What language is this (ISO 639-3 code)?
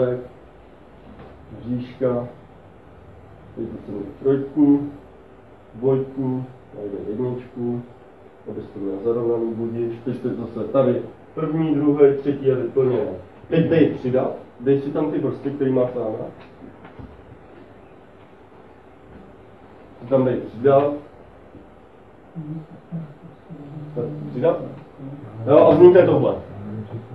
ces